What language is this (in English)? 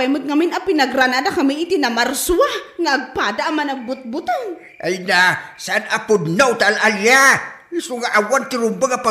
Iloko